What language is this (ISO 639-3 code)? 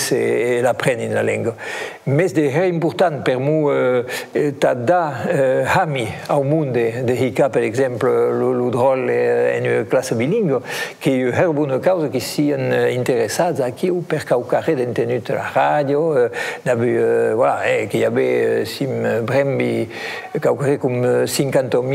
oci